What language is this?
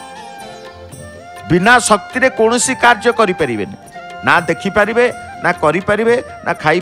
Odia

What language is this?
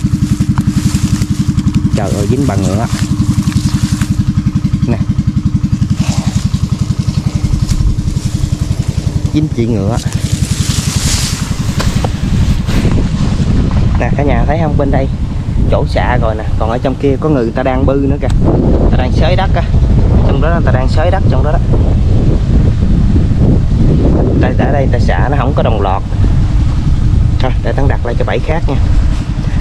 Vietnamese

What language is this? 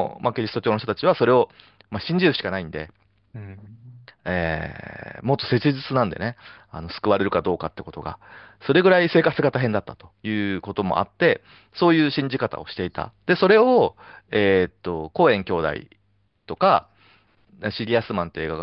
Japanese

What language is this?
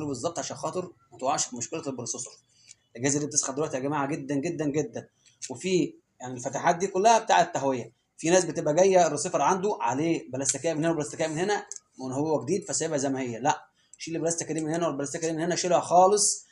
Egyptian Arabic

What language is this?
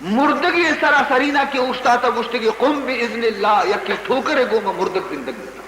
Baluchi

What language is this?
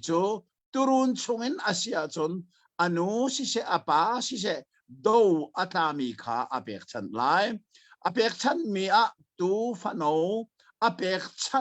Hakha Chin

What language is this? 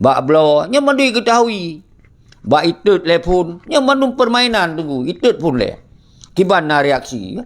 Achinese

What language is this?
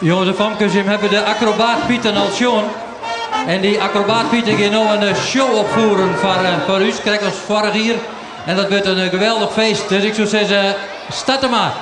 Western Frisian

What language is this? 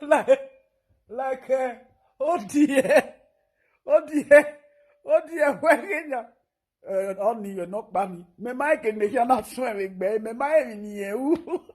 Nigerian Pidgin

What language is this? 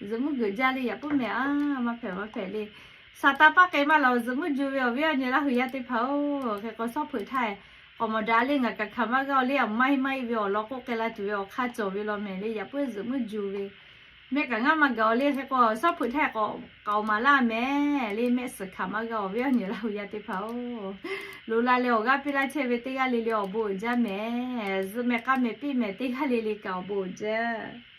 Lahu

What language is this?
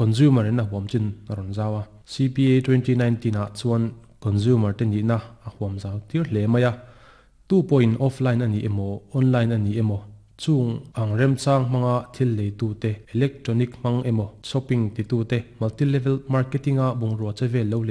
Mizo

